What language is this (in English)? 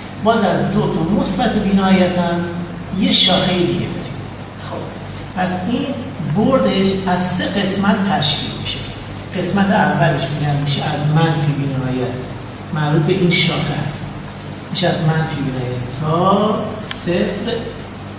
Persian